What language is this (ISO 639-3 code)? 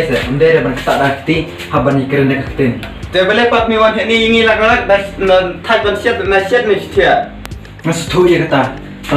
kha